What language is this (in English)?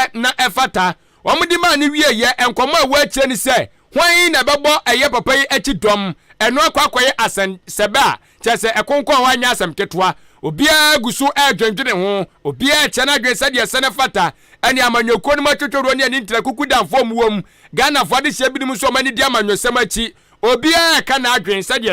Akan